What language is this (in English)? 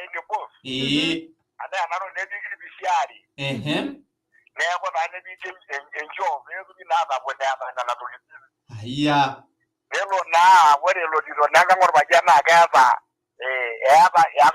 Masai